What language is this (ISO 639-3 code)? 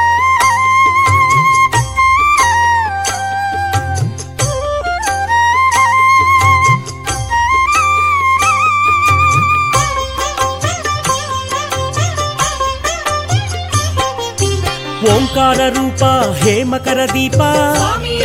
tel